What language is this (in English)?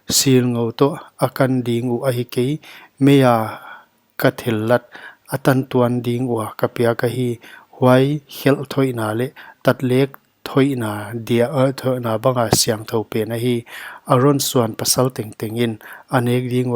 Paite Chin